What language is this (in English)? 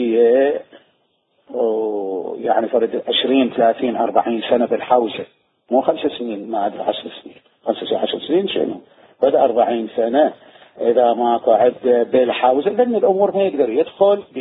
Mesopotamian Arabic